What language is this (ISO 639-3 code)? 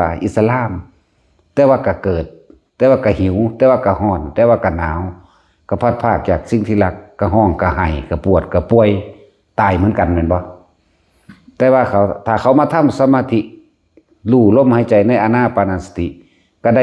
lao